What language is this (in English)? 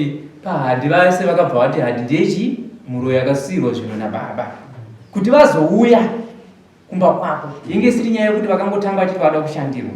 Shona